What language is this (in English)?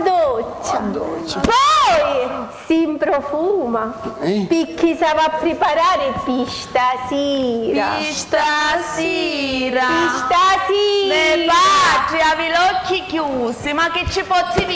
Sicilian